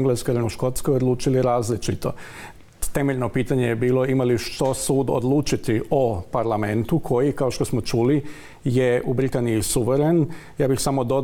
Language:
Croatian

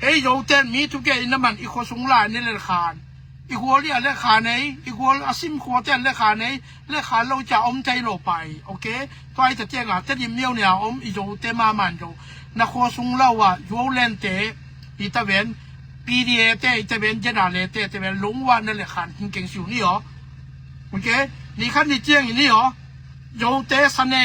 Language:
Tedim Chin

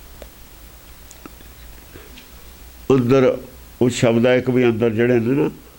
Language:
Punjabi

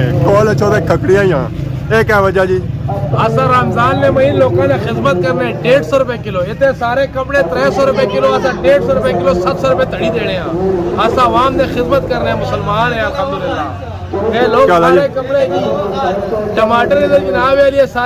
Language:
Pahari-Potwari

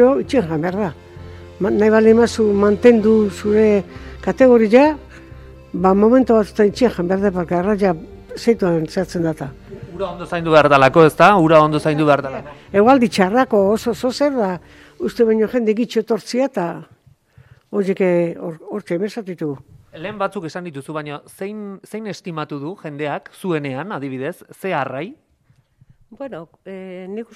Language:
Basque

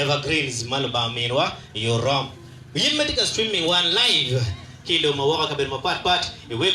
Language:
Acoli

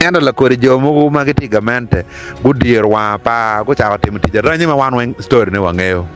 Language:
Acoli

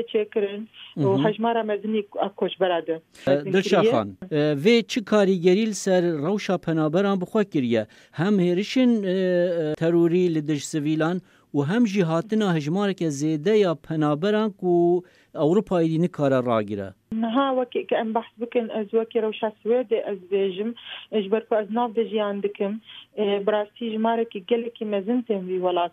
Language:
Kurdish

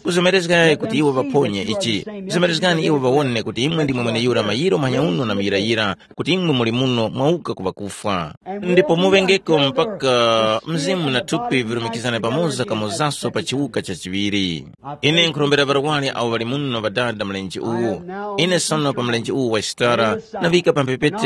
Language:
Tumbuka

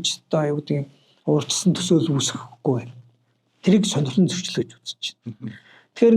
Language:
Mongolian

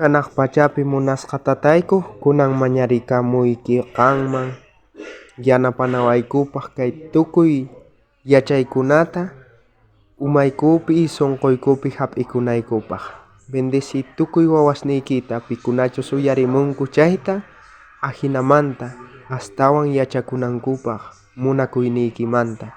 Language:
South Bolivian Quechua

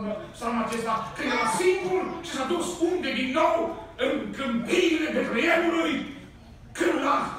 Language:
Romanian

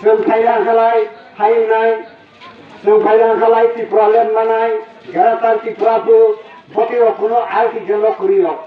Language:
Kok Borok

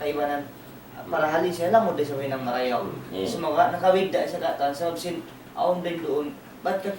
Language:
Tausug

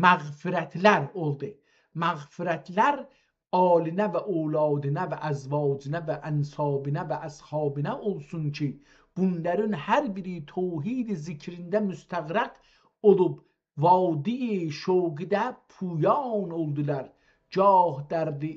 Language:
South Azerbaijani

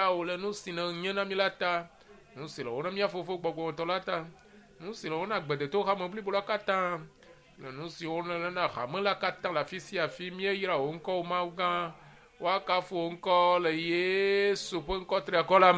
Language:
Ewe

